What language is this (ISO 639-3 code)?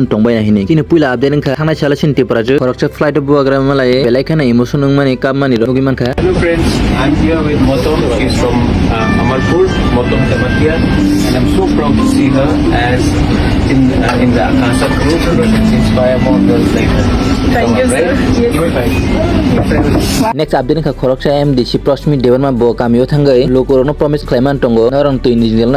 trp